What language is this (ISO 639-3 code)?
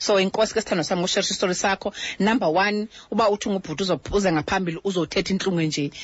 xho